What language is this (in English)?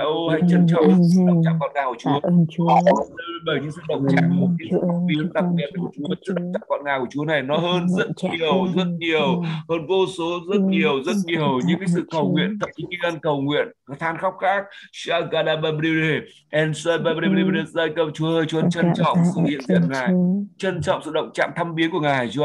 Vietnamese